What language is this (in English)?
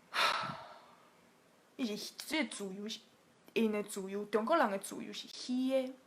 Min Nan Chinese